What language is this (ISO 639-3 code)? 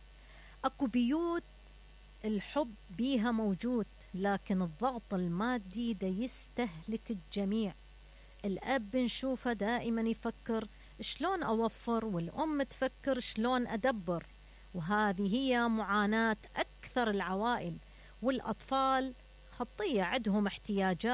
acm